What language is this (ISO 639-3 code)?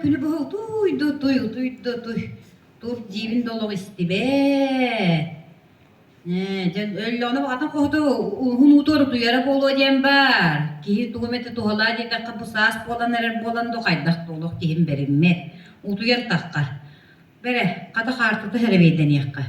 sah